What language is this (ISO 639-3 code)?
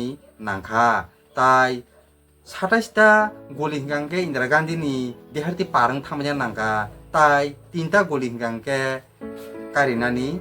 trp